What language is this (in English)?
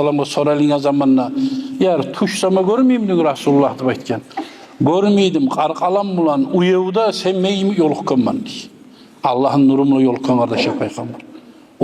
Kumyk